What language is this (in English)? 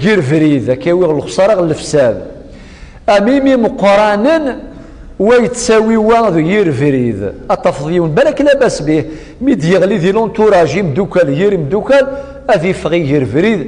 Kabyle